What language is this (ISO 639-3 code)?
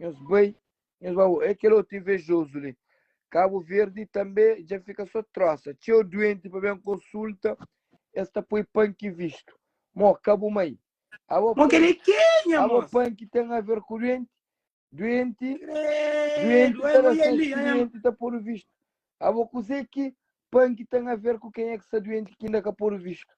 kea